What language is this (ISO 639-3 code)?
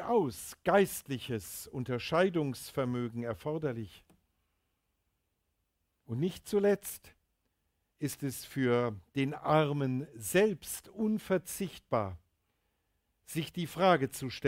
deu